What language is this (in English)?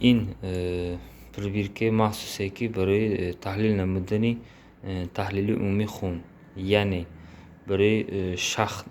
Tajik